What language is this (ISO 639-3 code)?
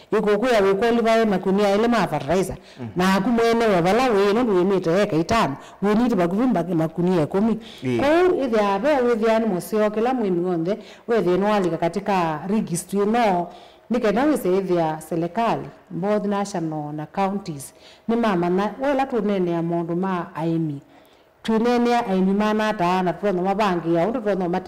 kam